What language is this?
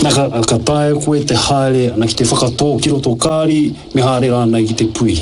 Māori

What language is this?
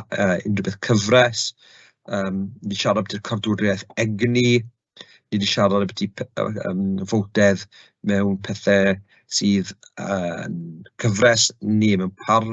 Welsh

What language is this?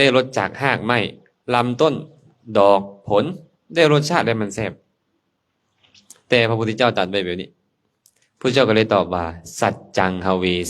Lao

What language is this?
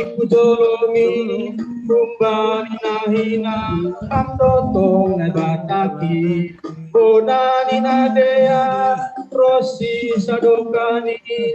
Batak Simalungun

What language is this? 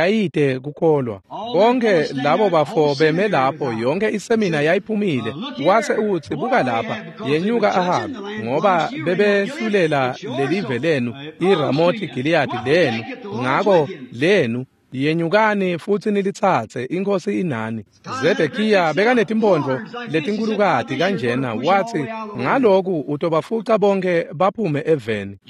Swati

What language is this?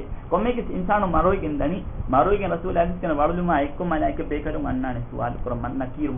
Divehi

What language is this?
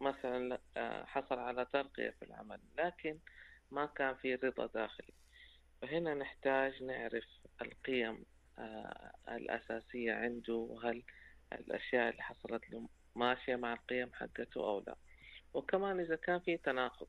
Najdi Arabic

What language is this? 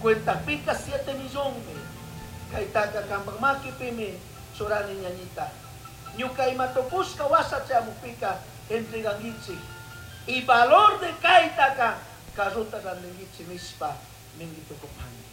Chimborazo Highland Quichua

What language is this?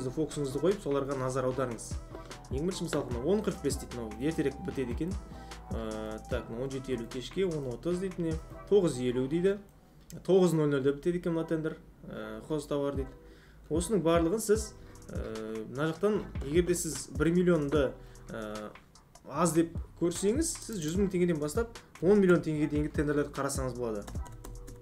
Kazakh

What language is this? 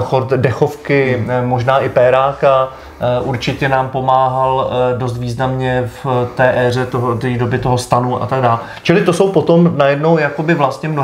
Czech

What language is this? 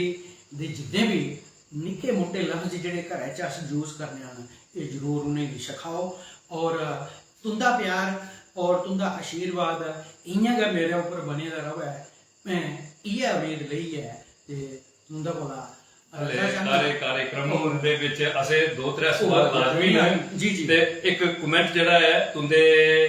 Dogri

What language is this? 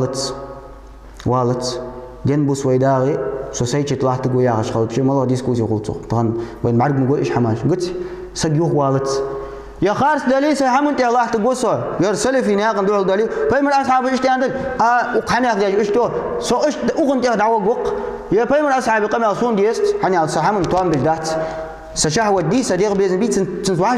Ingush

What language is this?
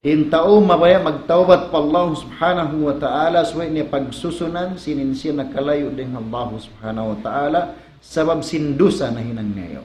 Tausug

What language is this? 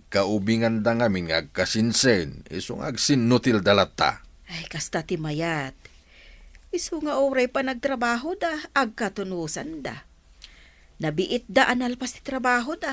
Iloko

